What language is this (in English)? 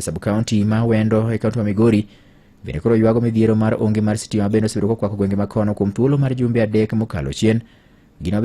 Luo (Kenya and Tanzania)